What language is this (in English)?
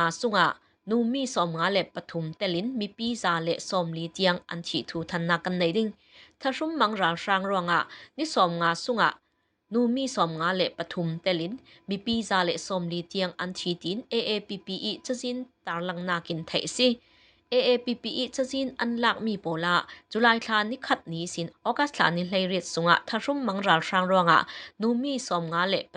Falam Chin